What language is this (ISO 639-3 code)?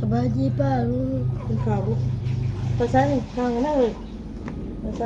tts